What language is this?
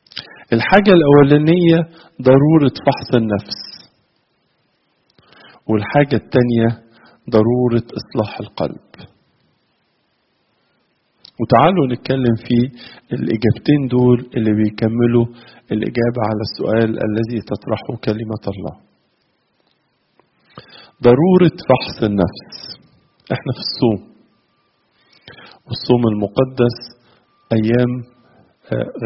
Egyptian Arabic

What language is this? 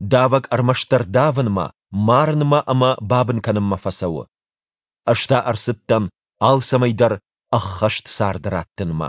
Ossetic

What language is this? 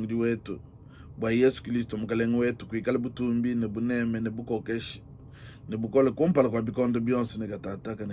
Luba-Lulua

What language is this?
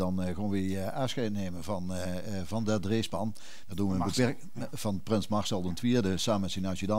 Limburgish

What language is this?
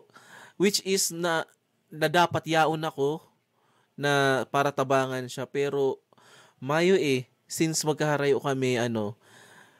Bikol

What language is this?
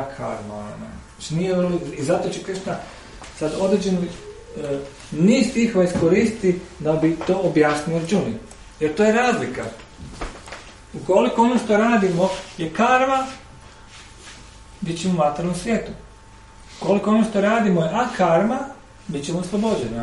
Croatian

